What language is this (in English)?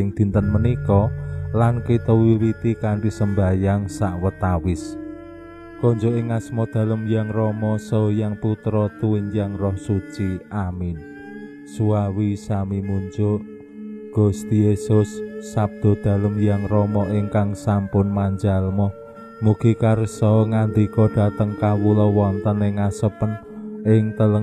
Javanese